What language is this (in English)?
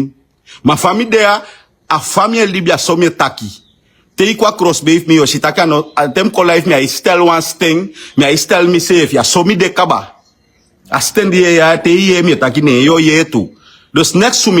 Sranan Tongo